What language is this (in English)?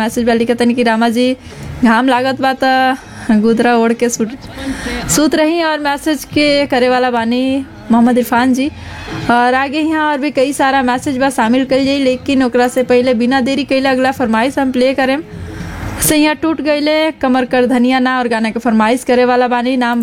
Bhojpuri